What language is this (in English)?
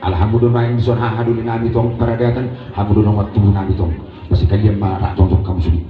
Batak Toba